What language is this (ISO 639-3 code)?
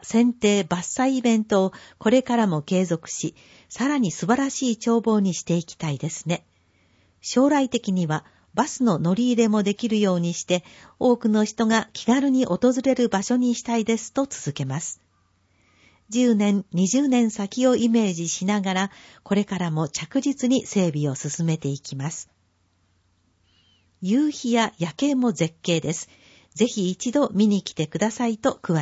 jpn